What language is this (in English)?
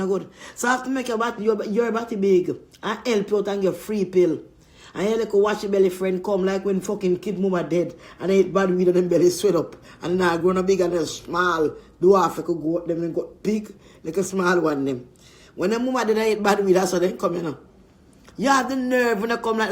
Jamaican Creole English